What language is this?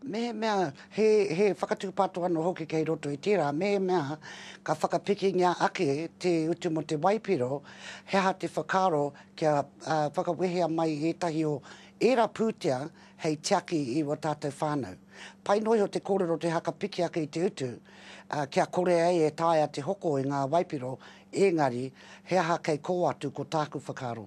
Māori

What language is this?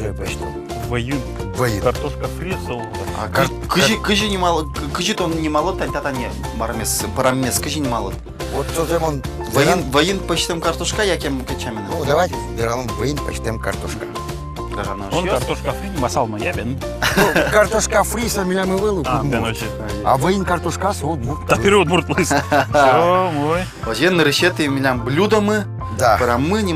Udmurt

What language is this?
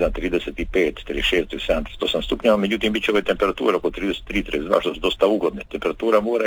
Croatian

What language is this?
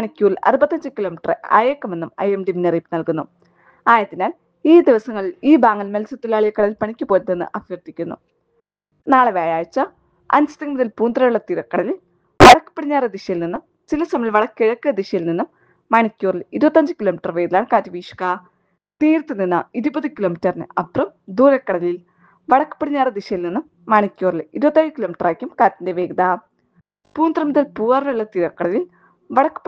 Malayalam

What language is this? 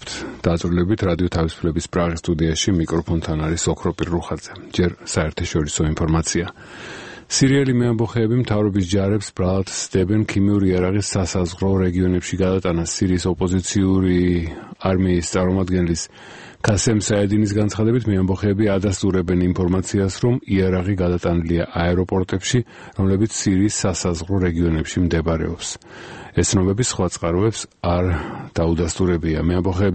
Georgian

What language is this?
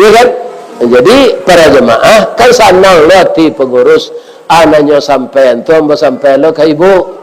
Minangkabau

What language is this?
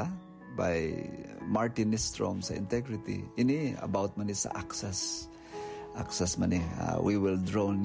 Hiligaynon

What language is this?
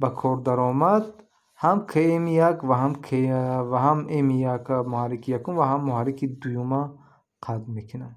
Tajik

